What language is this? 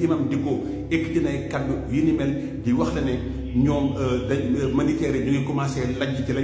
Wolof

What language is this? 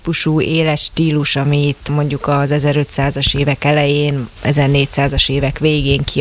Hungarian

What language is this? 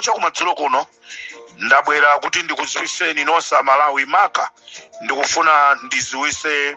Nyanja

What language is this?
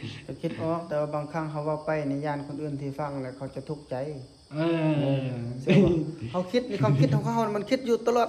Northeastern Thai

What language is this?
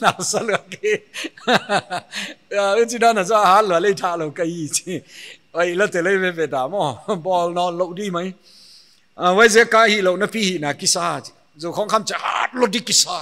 Paite Chin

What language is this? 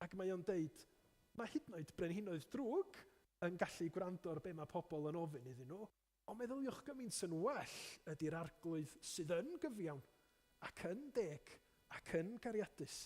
Welsh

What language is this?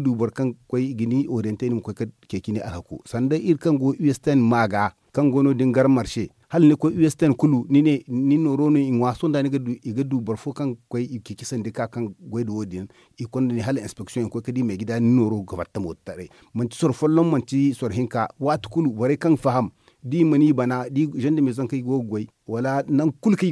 Zarma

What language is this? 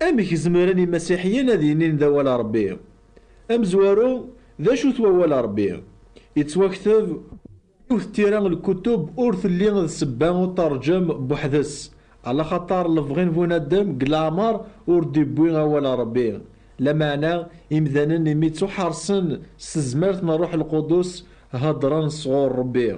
Kabyle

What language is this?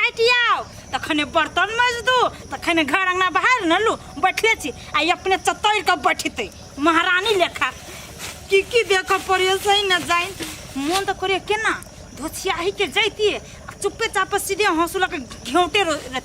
Maithili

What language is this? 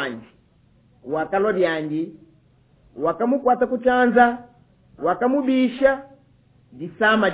Luba-Lulua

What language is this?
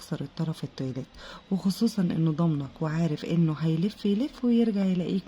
Egyptian Arabic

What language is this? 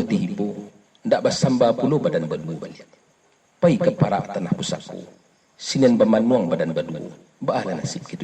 Minangkabau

